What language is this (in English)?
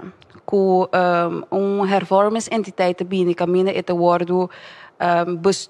Papiamento